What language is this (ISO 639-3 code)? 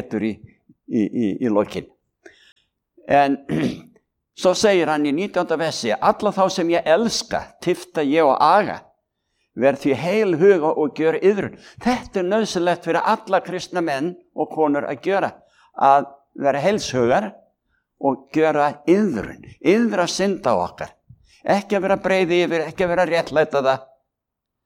isl